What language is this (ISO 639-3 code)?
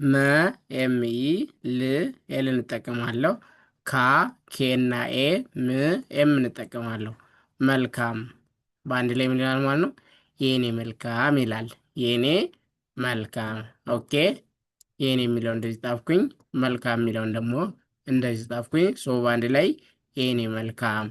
amh